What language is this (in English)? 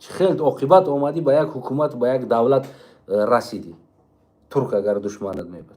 Tajik